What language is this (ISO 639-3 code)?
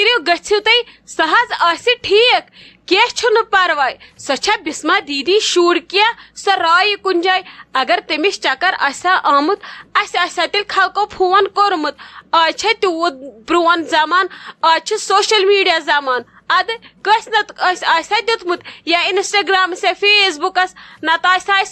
kas